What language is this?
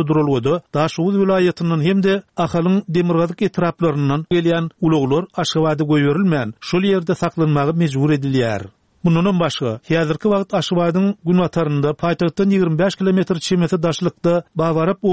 Turkmen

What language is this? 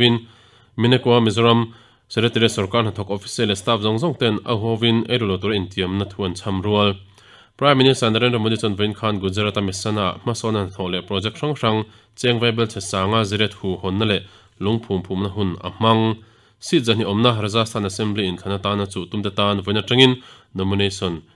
Mizo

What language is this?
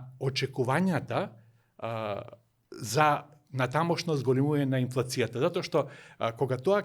Macedonian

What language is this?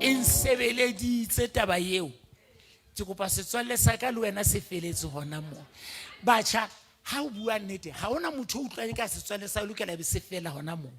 Southern Sotho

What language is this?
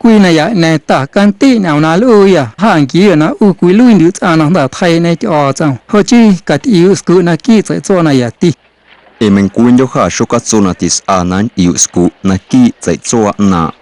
Guerrero Amuzgo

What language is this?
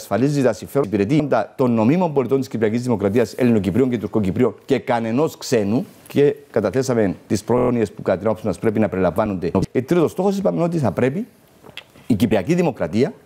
Greek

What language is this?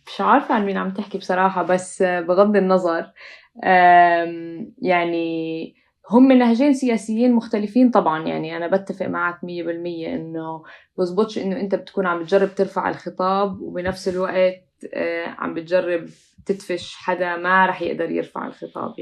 North Levantine Arabic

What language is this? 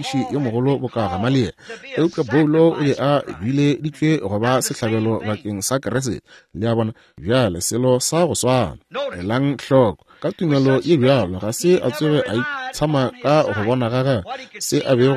Northern Sotho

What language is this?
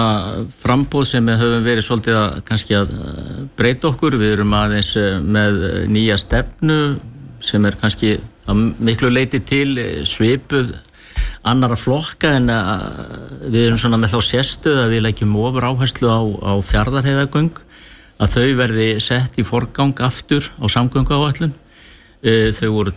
Icelandic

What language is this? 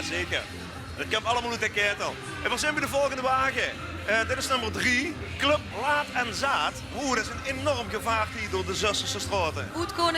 Limburgish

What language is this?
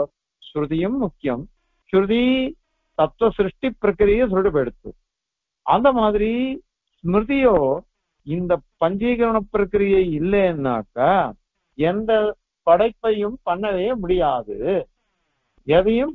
Tamil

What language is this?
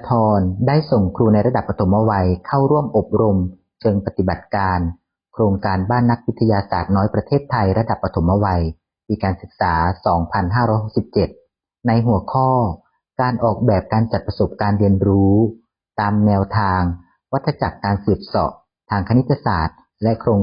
Lao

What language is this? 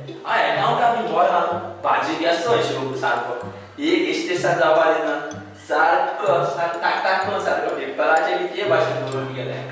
Konkani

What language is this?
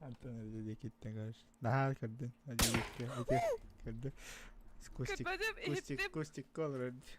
Yakut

